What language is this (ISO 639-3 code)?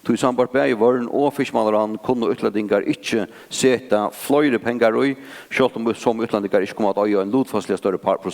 fao